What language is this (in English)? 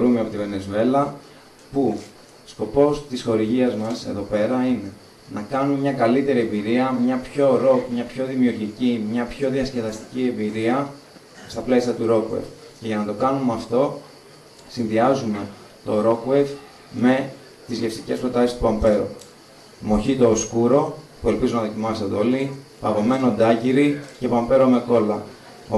Greek